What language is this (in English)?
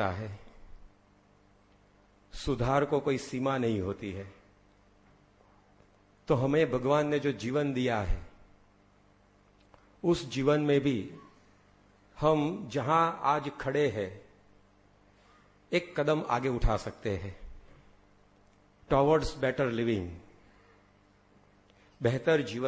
Hindi